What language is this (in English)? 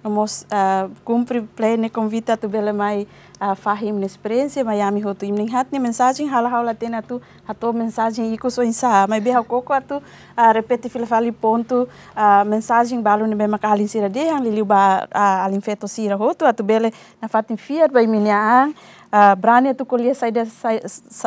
Tetum